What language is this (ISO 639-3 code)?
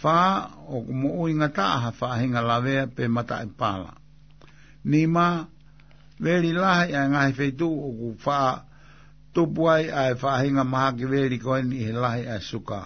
ton